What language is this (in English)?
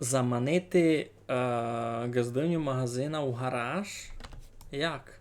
Rusyn